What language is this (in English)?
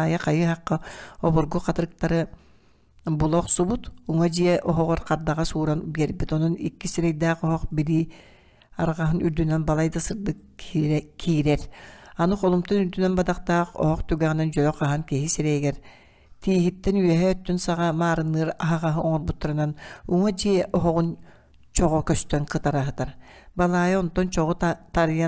Yakut